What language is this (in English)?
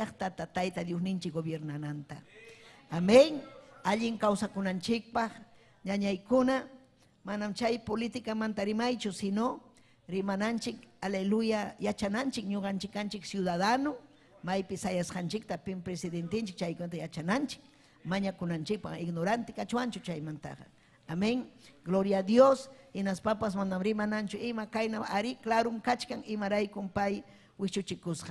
Ayacucho Quechua